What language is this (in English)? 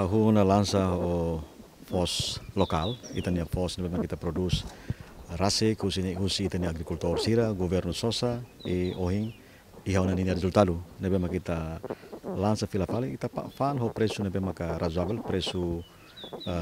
Tetum